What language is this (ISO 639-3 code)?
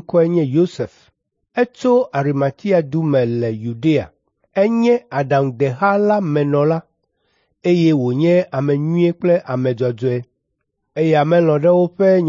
ewe